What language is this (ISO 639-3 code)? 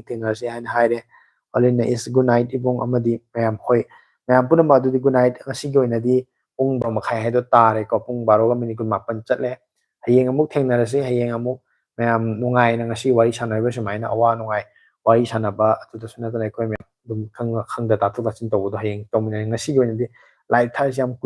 mni